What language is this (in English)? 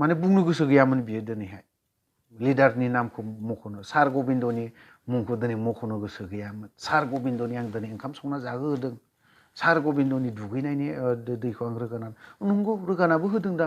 Bodo